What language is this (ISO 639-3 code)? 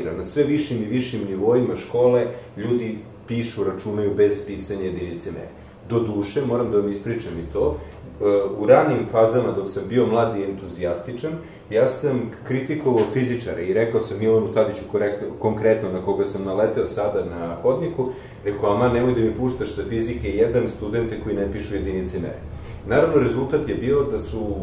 srp